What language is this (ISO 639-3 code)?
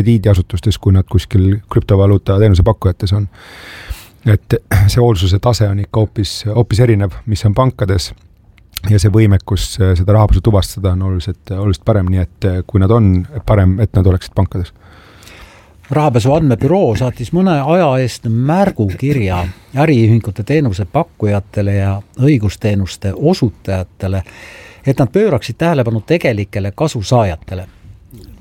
est